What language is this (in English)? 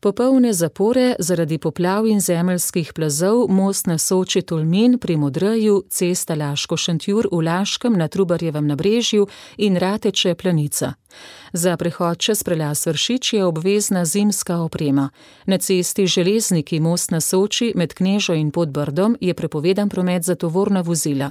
Slovenian